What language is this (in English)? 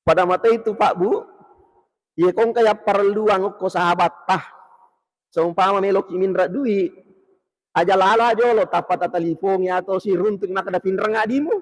Buginese